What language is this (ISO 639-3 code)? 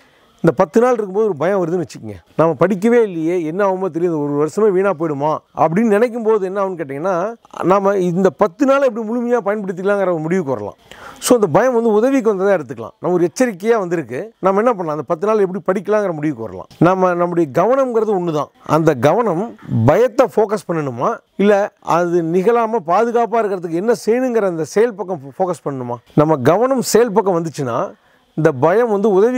tam